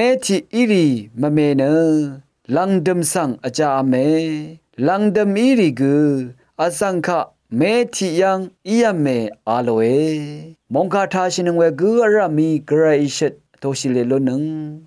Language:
Rawang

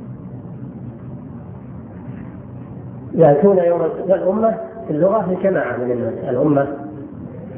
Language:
Arabic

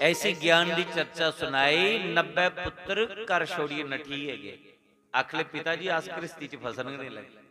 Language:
Dogri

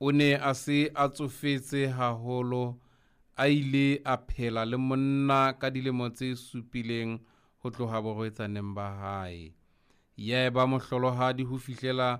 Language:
Southern Sotho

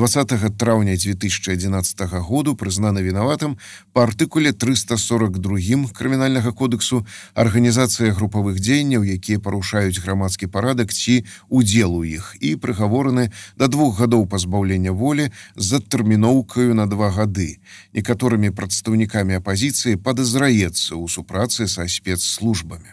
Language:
Belarusian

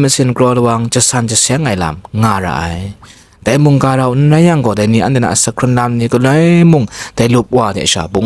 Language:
Kachin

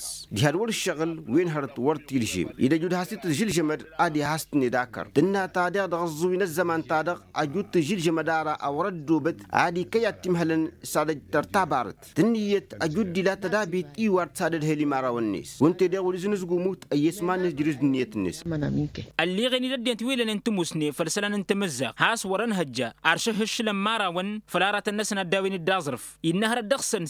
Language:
Tamasheq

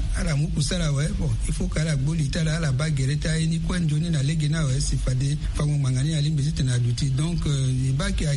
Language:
Sango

